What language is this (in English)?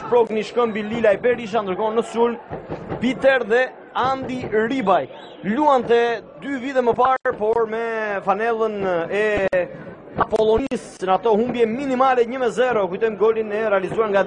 Albanian